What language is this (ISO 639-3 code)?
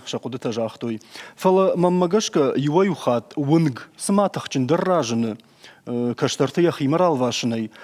oss